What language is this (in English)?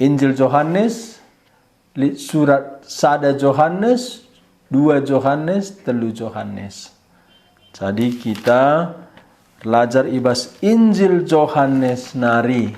Batak Karo